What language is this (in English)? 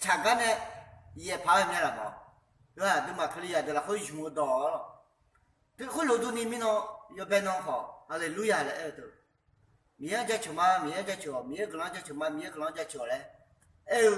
Akha